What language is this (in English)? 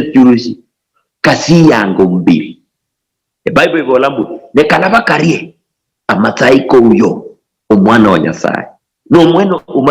Luyia